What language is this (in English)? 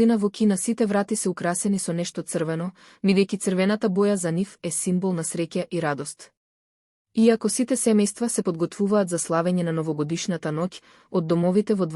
Macedonian